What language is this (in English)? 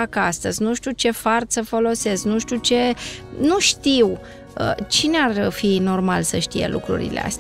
Romanian